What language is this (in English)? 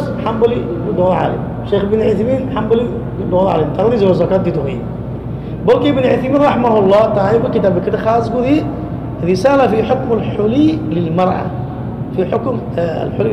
Rohingya